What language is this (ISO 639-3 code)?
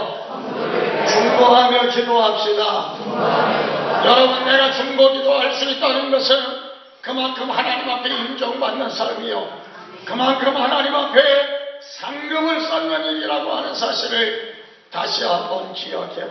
kor